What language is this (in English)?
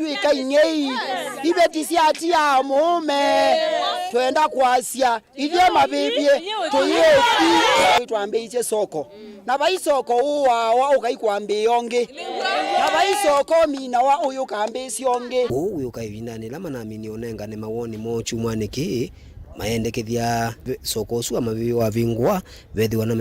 Kamba